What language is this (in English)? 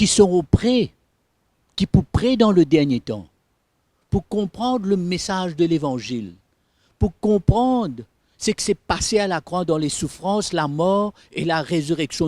Morisyen